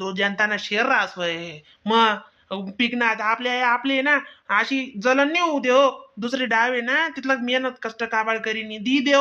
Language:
Khandesi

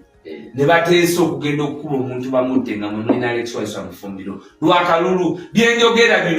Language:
Ganda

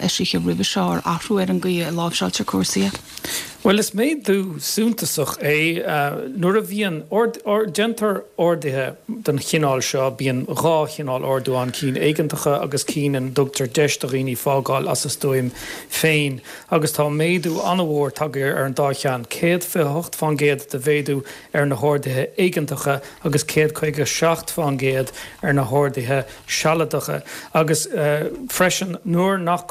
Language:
Irish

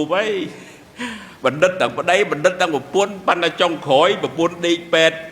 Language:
Khmer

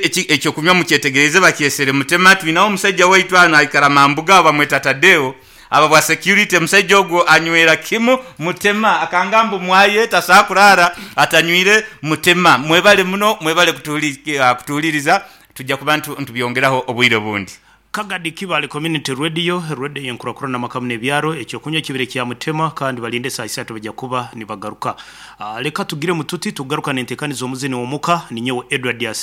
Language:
Nyankole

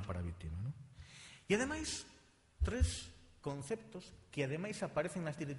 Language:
Galician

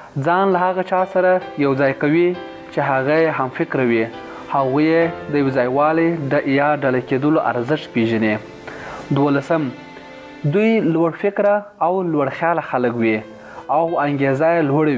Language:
Pashto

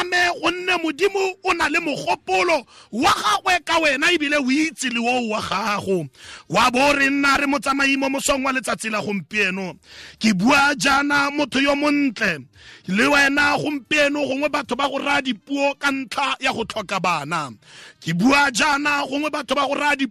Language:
Tswana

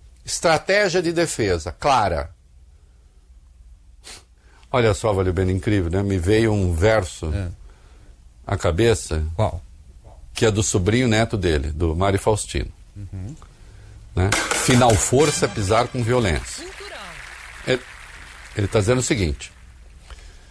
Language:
Portuguese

